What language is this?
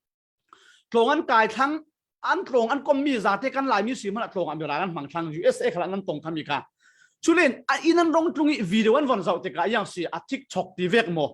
Falam Chin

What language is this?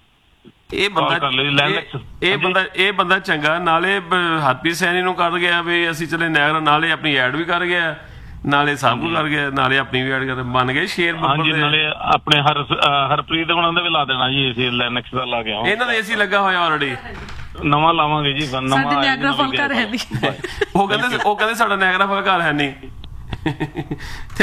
Punjabi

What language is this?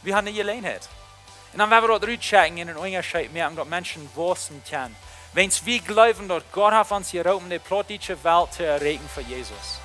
Plautdietsch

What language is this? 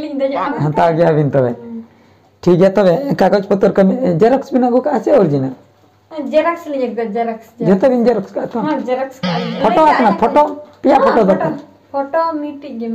Santali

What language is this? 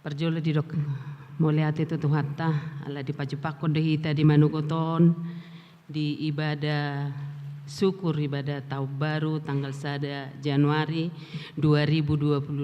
Batak Toba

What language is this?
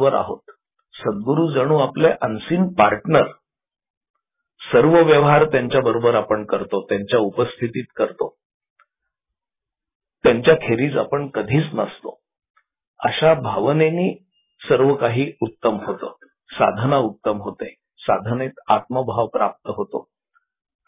Marathi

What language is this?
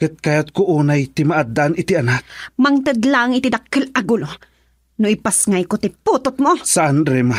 Iloko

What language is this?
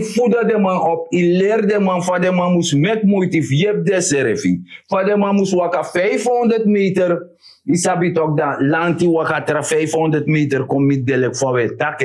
Sranan Tongo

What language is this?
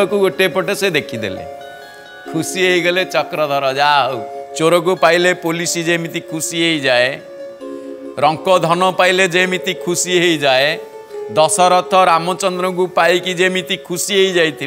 Odia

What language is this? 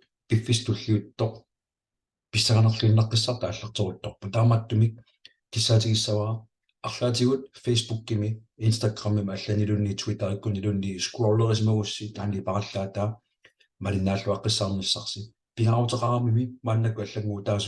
Kalaallisut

